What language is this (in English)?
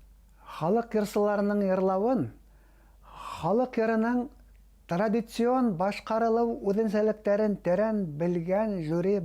Bashkir